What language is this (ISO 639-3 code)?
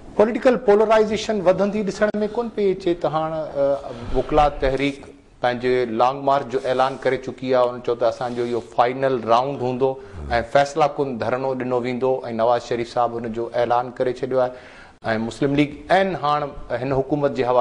snd